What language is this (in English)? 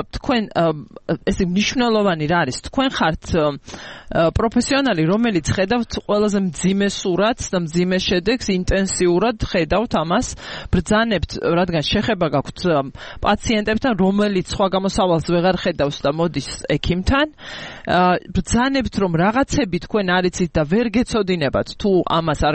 Georgian